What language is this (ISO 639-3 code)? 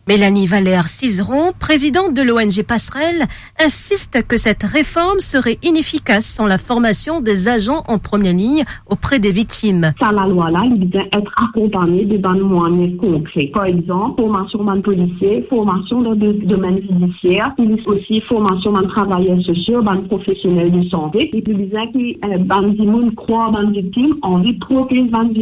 fra